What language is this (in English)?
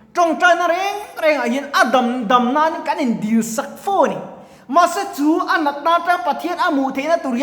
Mizo